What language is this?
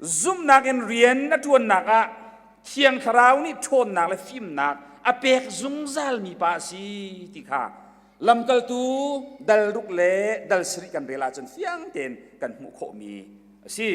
Hakha Chin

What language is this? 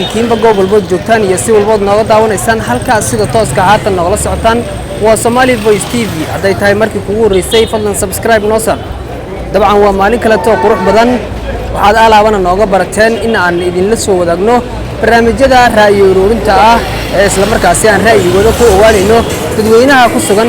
Somali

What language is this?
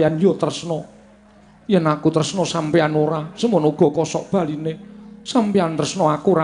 Javanese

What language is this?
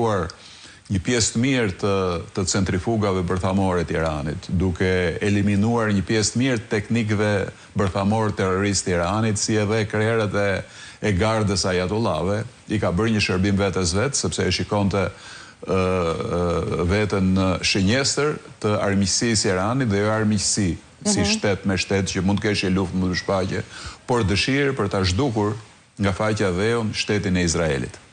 Albanian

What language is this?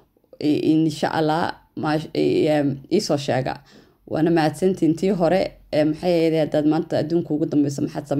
Somali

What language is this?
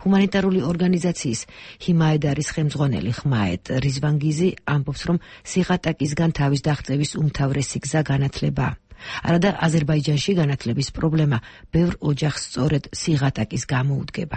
Georgian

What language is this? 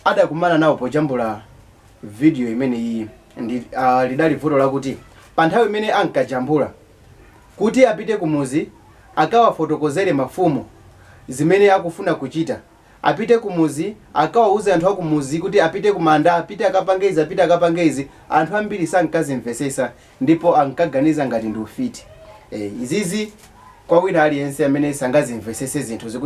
Nyanja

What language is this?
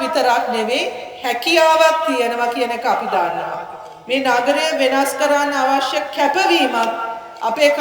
Sinhala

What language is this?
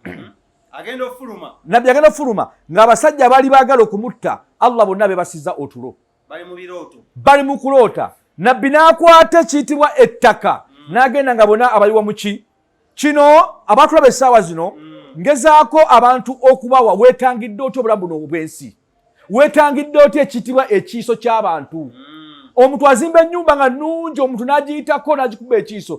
Ganda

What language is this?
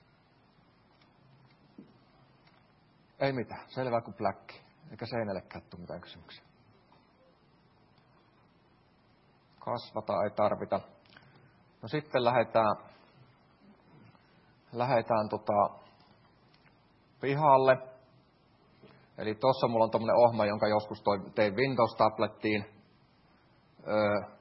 Finnish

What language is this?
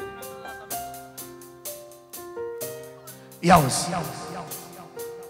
Romanian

